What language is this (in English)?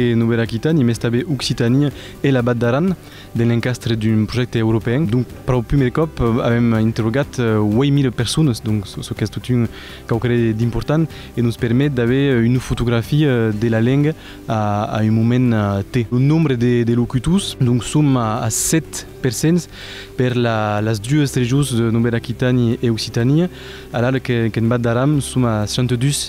Occitan